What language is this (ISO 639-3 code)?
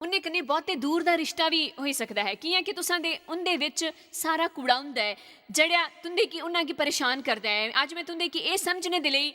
doi